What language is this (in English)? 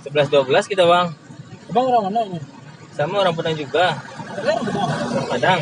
Minangkabau